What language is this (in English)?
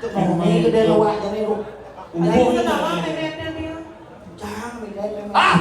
Balinese